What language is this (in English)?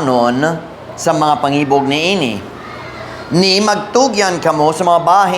Cebuano